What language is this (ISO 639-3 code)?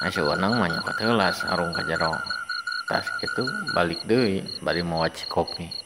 sun